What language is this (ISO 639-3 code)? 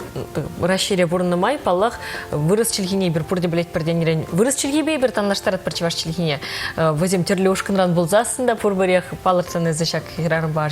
chv